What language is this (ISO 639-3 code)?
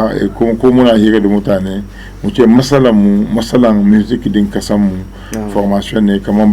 hau